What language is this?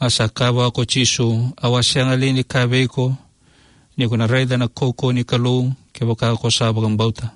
Fijian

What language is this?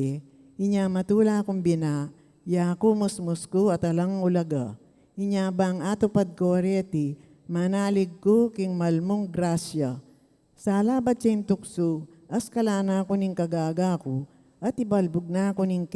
Pampanga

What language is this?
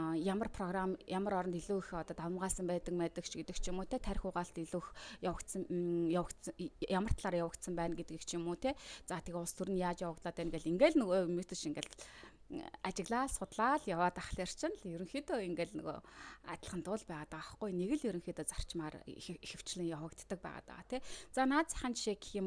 Mongolian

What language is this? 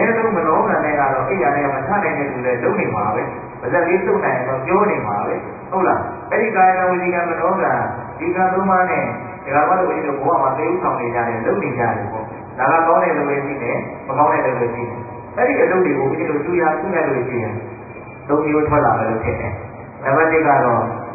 Burmese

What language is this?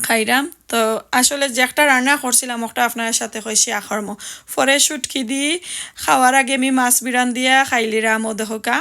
Sylheti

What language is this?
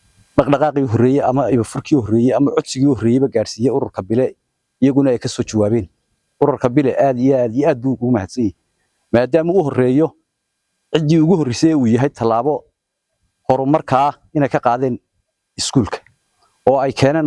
Somali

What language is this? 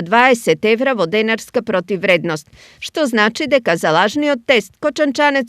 Macedonian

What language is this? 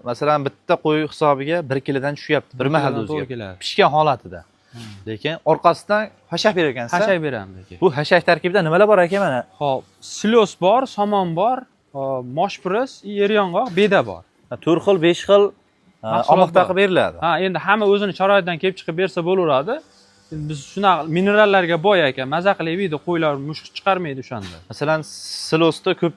Uzbek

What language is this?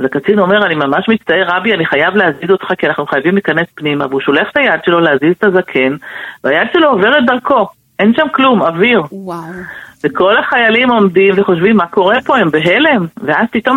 Hebrew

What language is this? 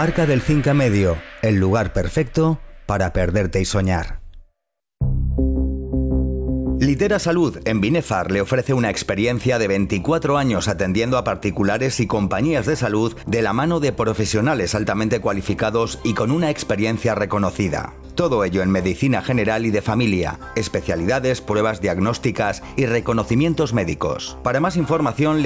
Spanish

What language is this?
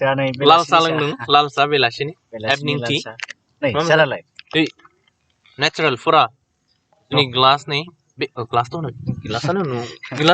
Bodo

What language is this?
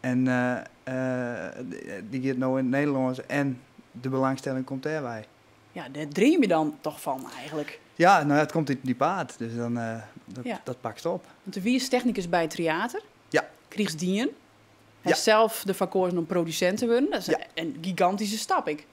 Western Frisian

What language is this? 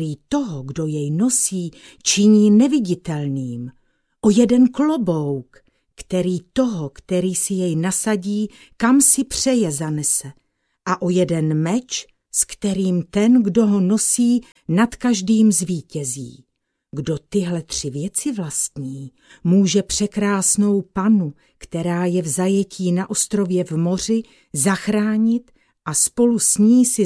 Czech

